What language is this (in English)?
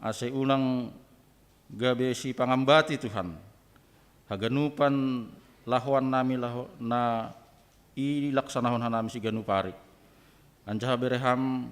Batak Simalungun